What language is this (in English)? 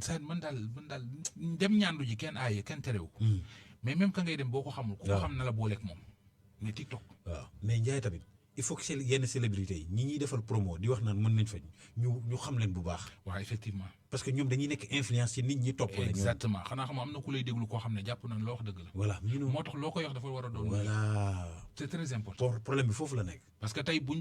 Wolof